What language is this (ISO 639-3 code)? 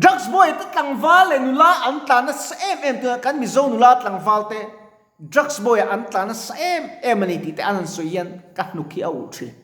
lus